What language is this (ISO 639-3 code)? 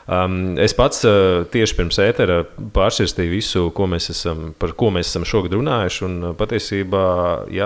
lav